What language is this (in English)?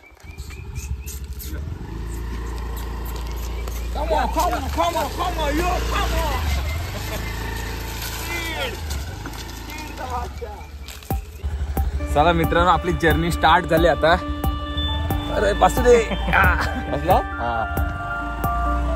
Marathi